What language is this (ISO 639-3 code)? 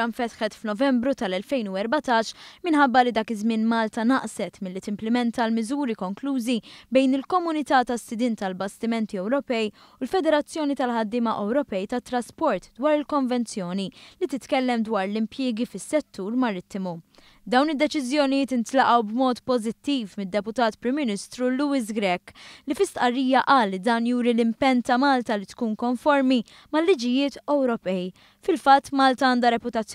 mlt